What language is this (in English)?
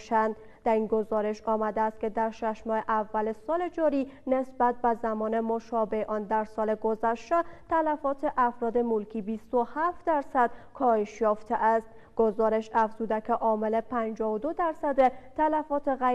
Persian